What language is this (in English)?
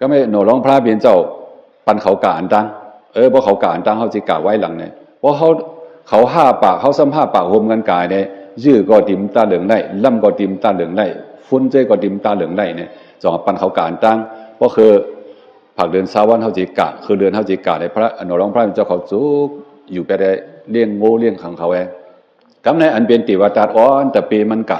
Shan